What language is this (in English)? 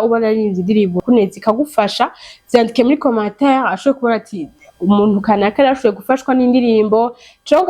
Rundi